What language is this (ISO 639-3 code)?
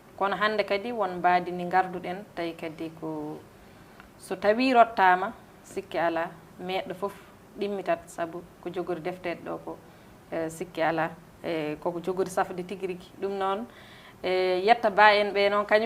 ful